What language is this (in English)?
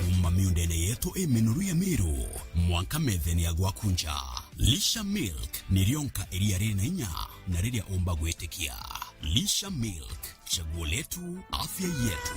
Meru